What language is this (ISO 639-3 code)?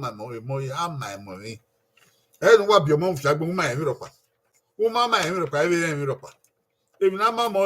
bin